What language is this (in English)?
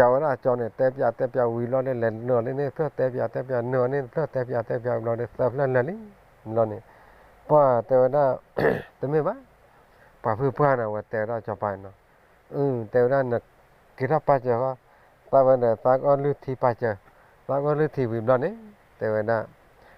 S'gaw Karen